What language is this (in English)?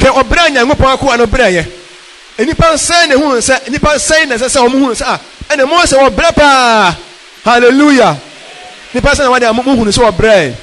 Akan